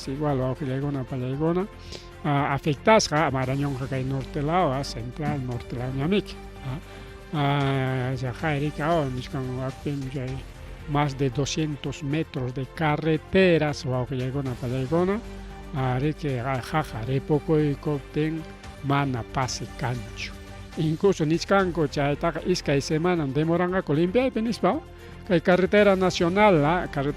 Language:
Ayacucho Quechua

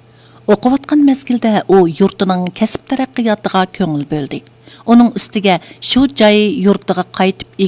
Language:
Uyghur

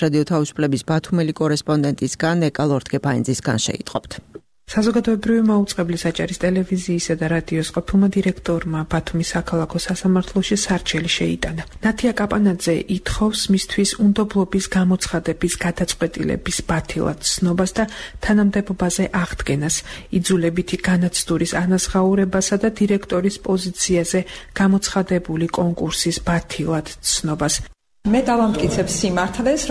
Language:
Georgian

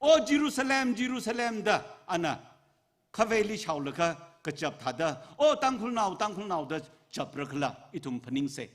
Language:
Tangkhul Naga (India)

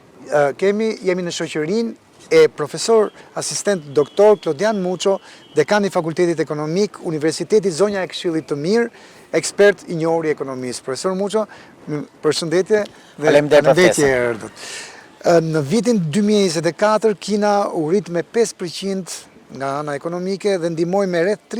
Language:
Albanian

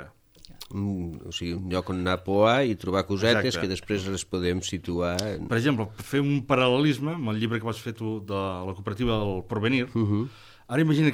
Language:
Catalan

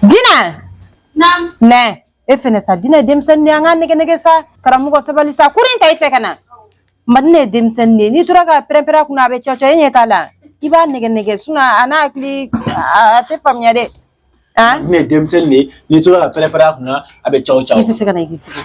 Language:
Bambara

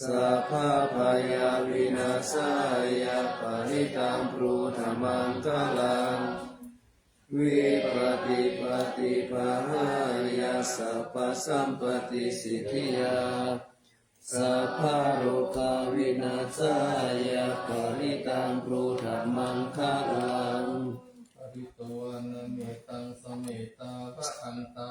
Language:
Pali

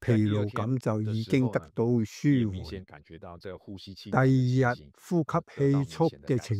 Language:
Cantonese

